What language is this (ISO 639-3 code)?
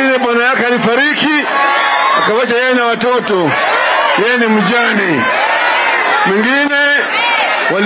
swa